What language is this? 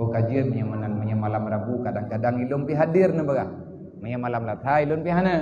Achinese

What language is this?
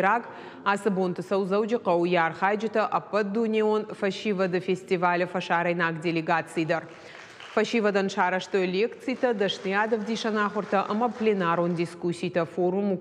Ossetic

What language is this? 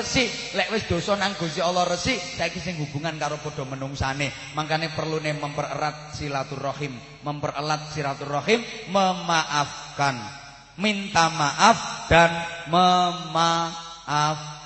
Javanese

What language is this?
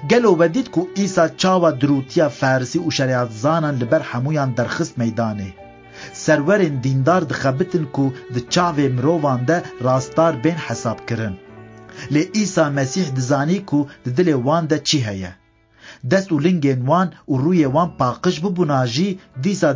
Kurdish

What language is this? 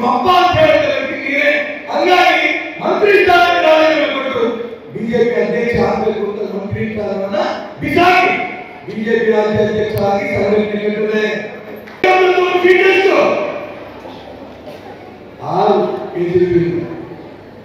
Kannada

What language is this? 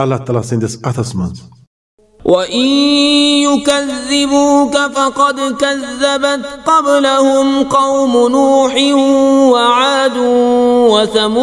Kashmiri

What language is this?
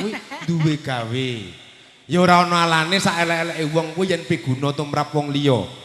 Javanese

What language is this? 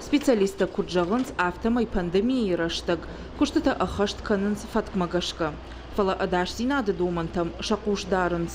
Ossetic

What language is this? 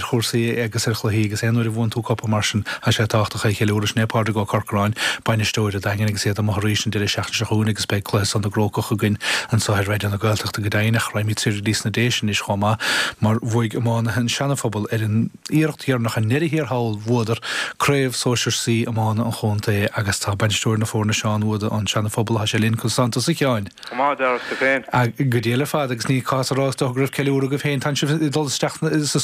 Irish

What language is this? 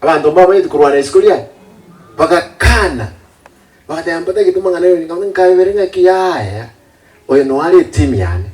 Gusii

